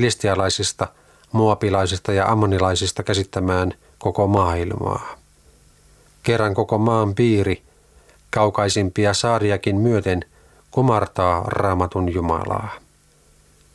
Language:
Finnish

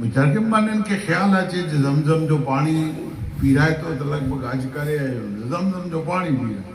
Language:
Kachhi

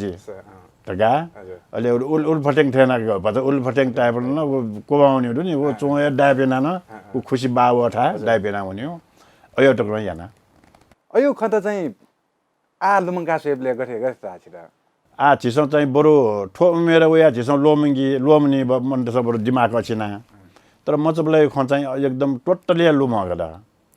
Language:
Newari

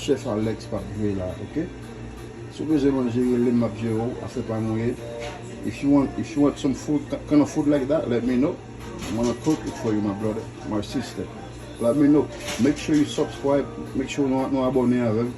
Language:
Haitian Creole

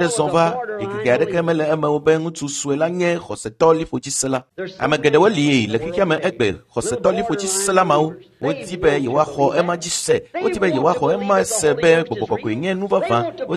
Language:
Ewe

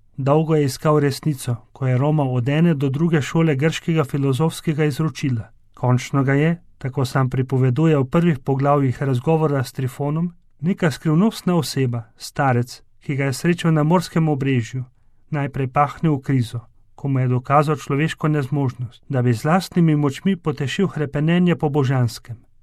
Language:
Slovenian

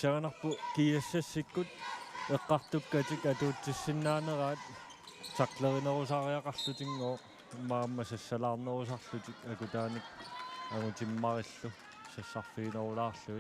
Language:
Kalaallisut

